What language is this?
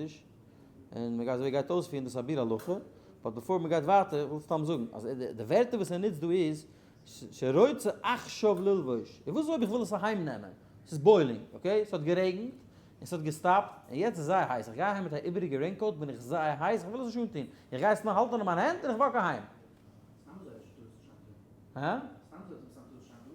Yiddish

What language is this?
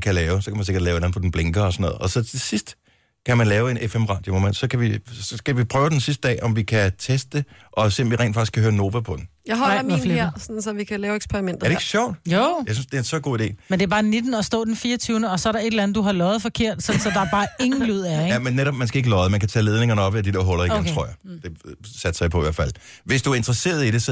Danish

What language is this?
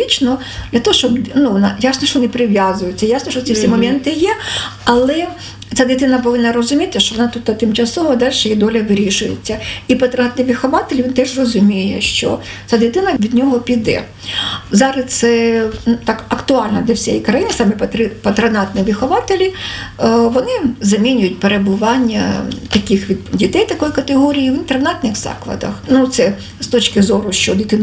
Ukrainian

